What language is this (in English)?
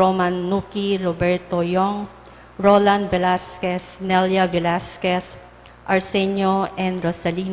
Pampanga